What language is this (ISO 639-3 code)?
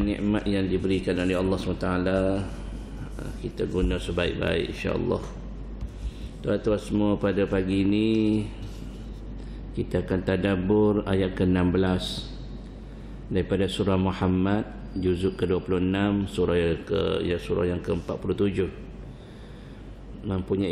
msa